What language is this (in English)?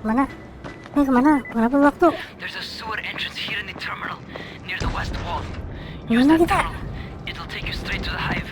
Banjar